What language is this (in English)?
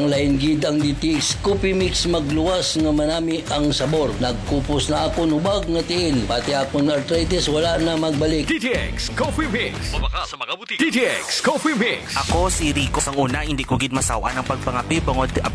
Hiligaynon